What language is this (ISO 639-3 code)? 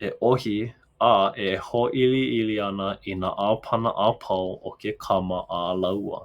haw